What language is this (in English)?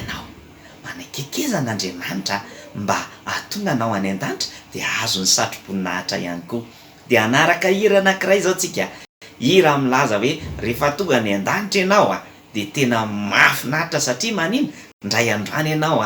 Malagasy